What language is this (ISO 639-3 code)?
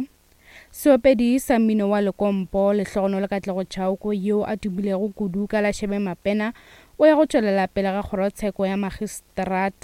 nso